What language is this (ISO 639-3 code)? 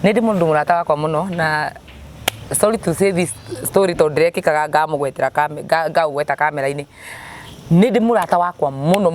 kik